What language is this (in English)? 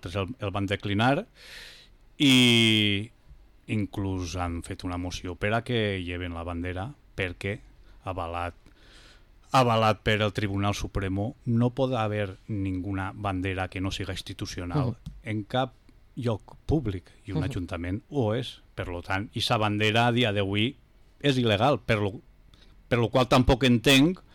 Catalan